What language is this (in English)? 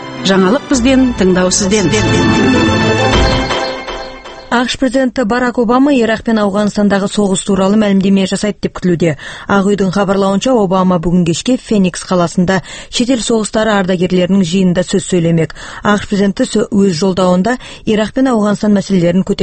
Kazakh